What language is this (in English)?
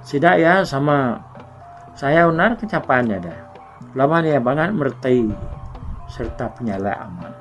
Iban